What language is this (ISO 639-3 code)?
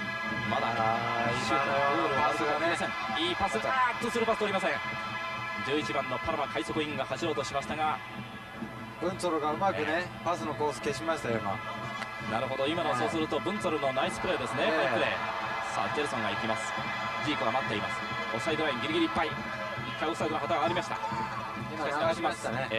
jpn